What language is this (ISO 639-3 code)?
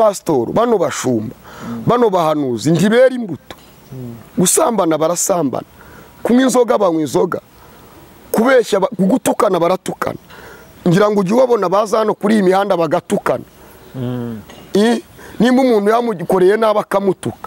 kin